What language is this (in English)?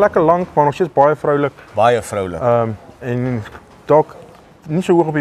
Afrikaans